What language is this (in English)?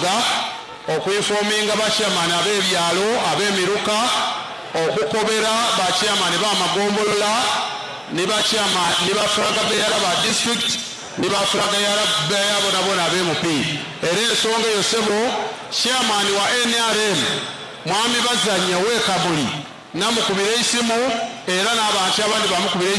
Soga